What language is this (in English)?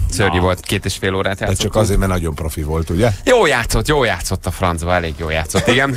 Hungarian